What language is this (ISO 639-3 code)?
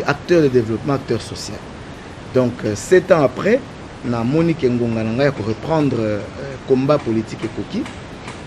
lin